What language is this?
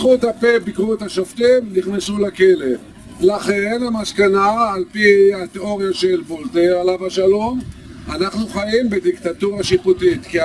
Hebrew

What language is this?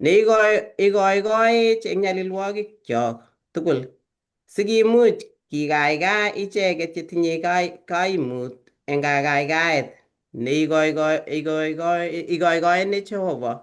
Kalenjin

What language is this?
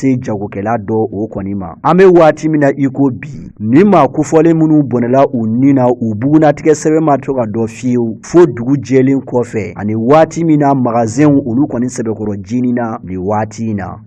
Bambara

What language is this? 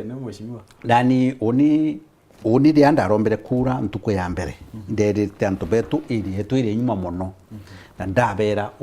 Meru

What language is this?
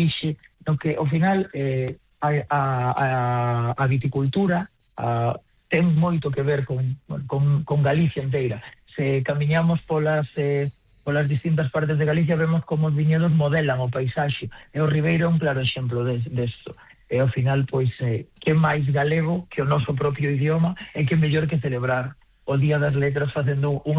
Galician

